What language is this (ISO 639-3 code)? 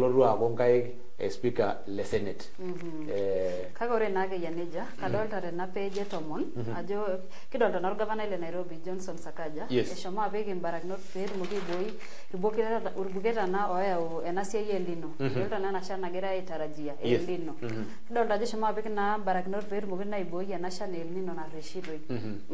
mas